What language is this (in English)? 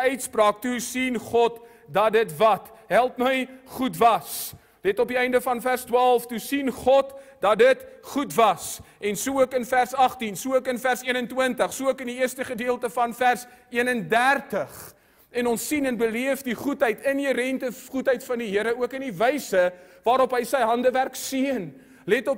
Afrikaans